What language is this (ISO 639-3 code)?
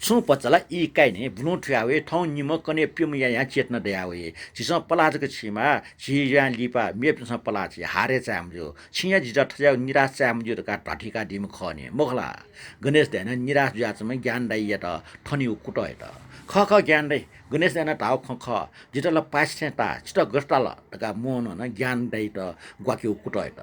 new